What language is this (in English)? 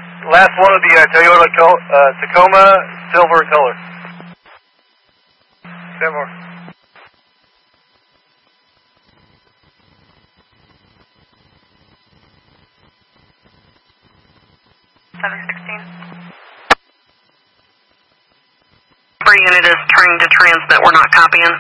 English